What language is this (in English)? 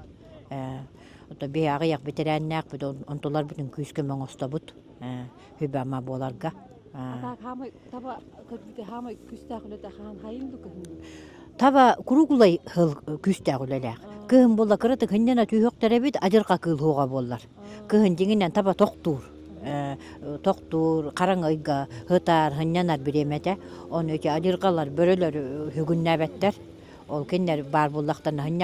Yakut